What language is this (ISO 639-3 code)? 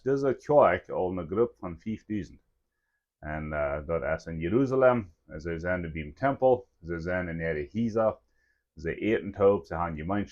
pdt